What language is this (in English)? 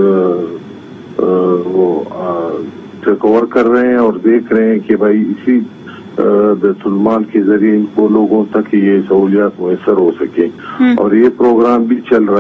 Urdu